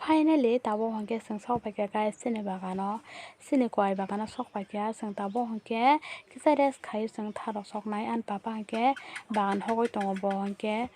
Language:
Kok Borok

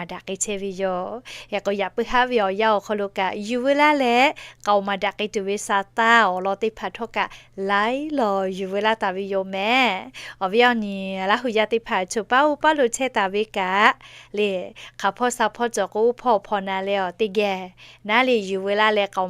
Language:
Lahu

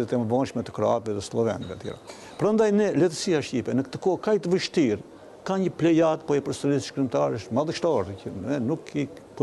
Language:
Albanian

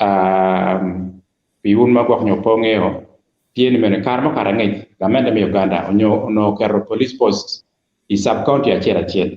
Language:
Acoli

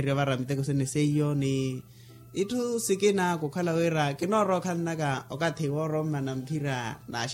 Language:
Makhuwa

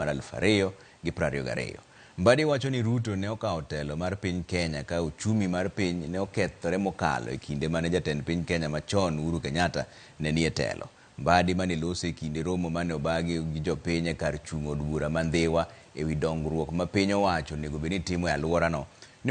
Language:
Luo (Kenya and Tanzania)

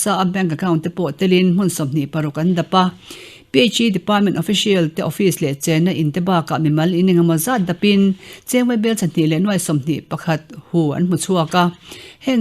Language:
Mizo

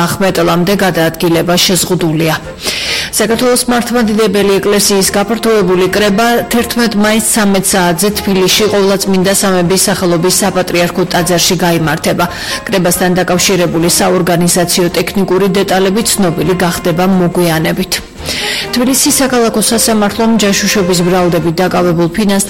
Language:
Georgian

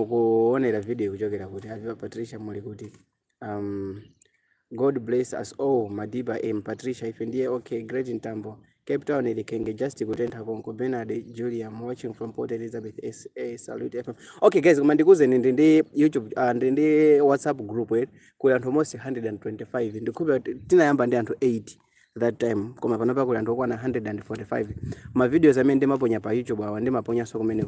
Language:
Nyanja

